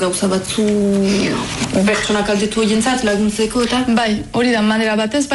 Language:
Basque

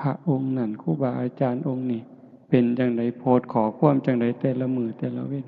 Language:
Northeastern Thai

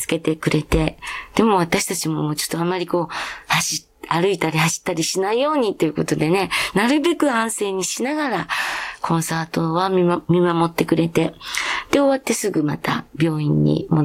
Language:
Japanese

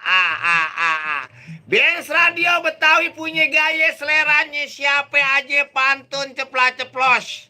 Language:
Betawi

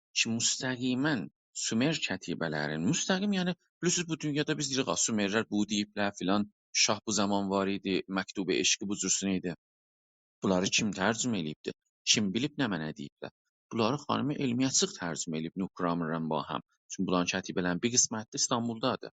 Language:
South Azerbaijani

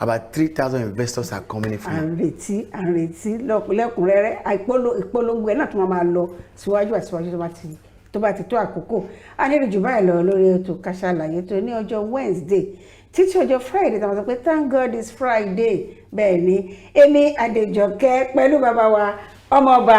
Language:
Yoruba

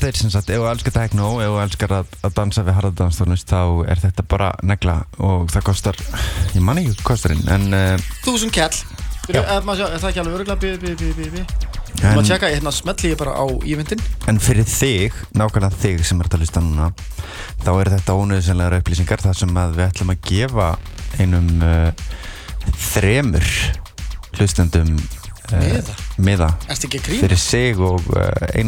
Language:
Icelandic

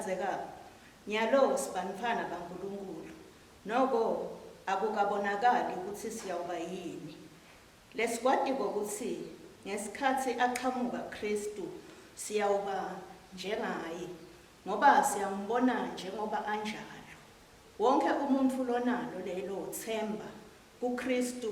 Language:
Swati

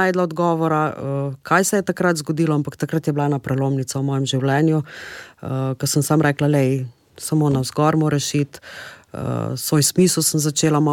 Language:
Slovenian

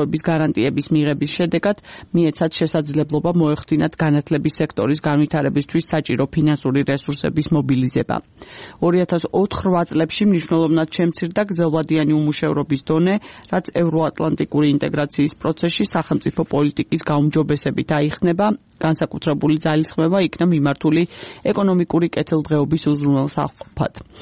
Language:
Georgian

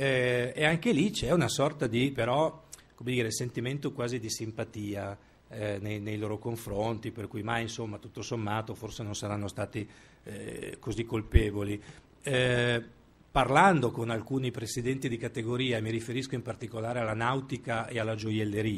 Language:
Italian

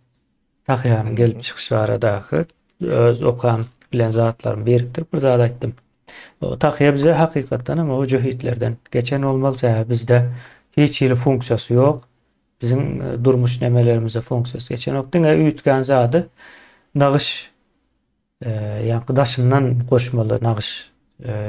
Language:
Turkmen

